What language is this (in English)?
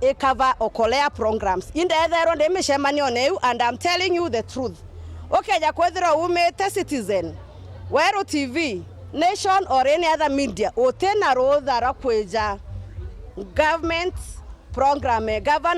Meru